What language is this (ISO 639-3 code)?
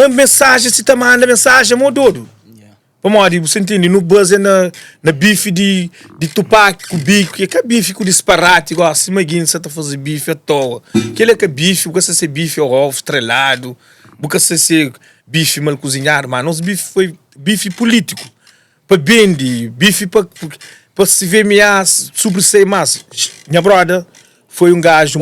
kea